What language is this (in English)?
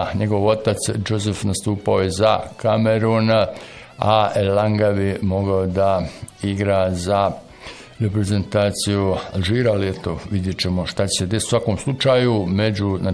Bosnian